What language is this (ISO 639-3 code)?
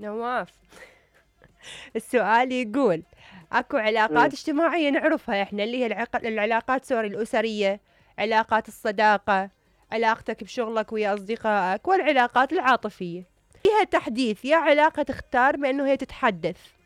acm